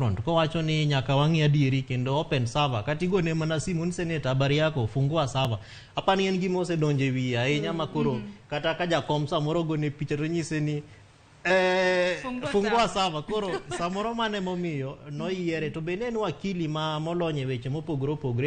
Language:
Luo (Kenya and Tanzania)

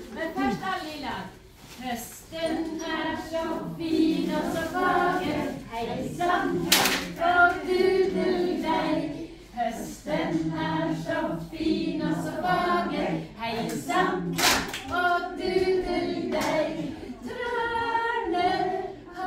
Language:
Norwegian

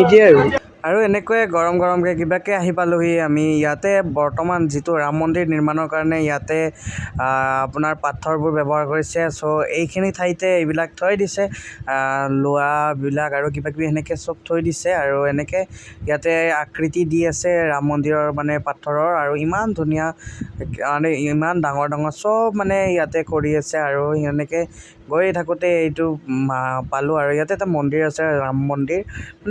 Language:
Assamese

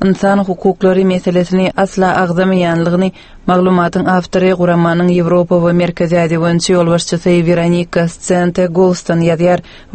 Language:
Turkmen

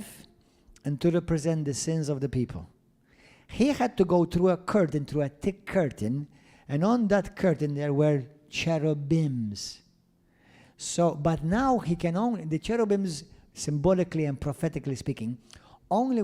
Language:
English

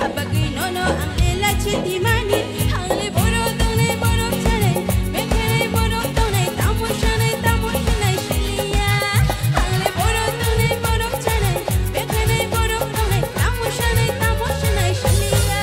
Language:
Kok Borok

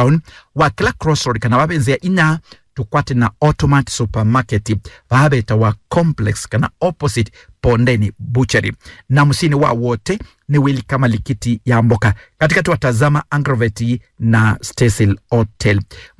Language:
Kamba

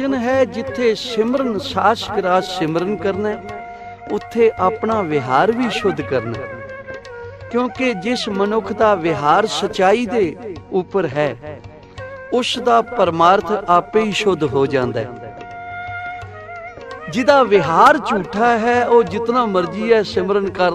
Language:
Punjabi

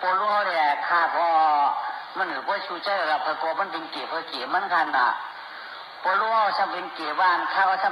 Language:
Shan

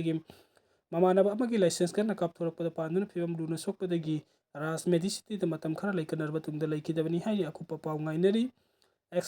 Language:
Manipuri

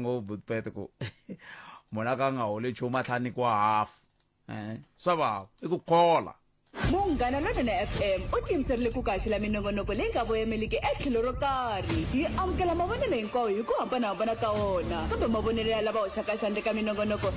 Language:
Tsonga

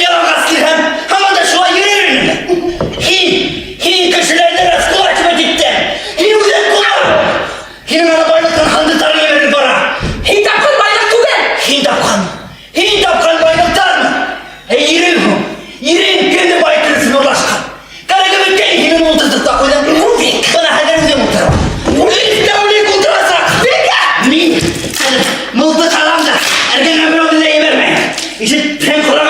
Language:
Bashkir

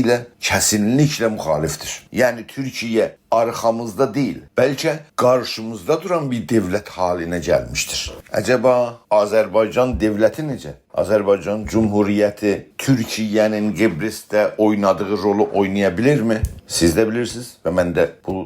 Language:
South Azerbaijani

